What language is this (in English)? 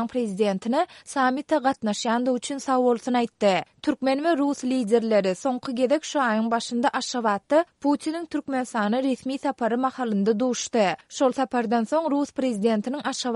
Turkmen